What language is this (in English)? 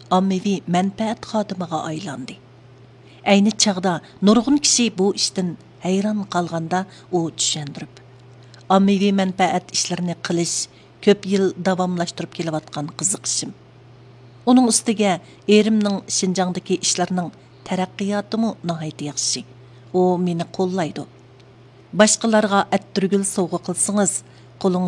Uyghur